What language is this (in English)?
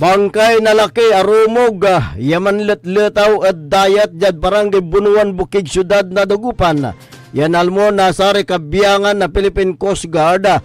Pangasinan